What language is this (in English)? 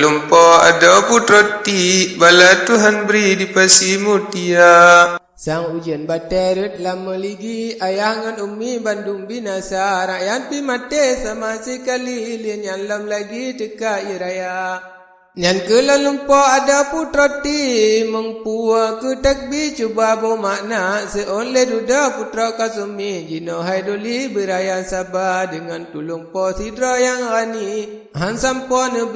Achinese